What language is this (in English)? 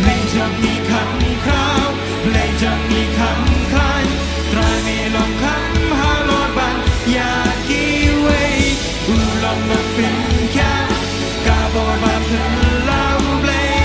Khasi